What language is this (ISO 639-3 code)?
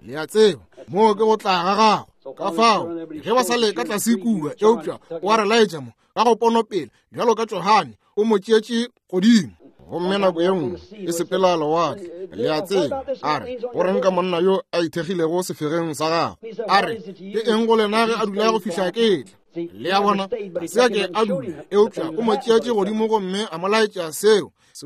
nso